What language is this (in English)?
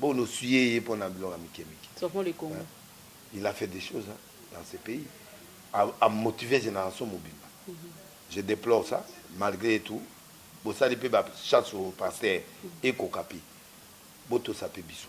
Lingala